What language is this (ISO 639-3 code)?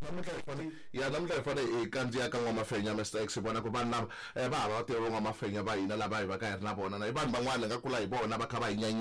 tso